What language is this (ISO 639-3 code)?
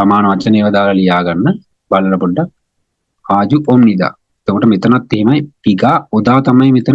sin